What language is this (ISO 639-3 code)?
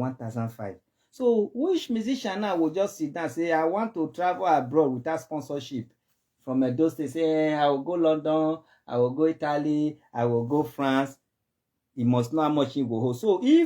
pcm